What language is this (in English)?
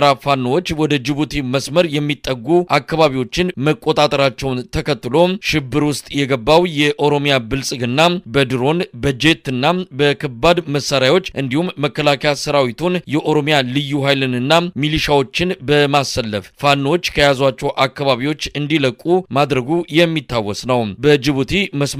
Amharic